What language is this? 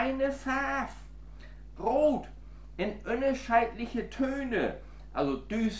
Low German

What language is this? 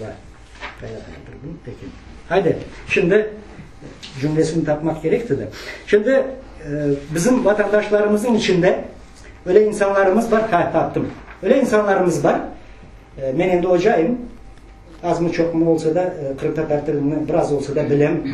Crimean Tatar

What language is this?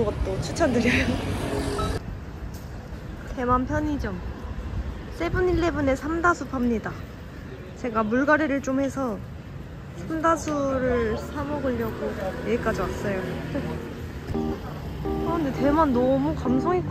Korean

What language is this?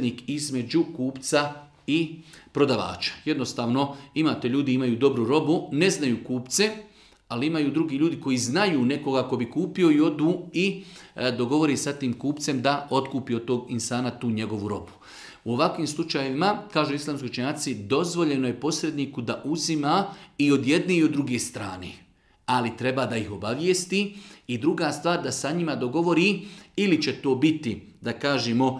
Bosnian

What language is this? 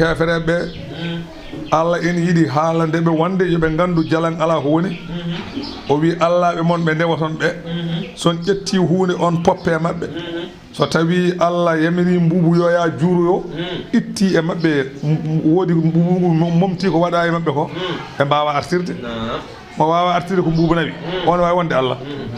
Fula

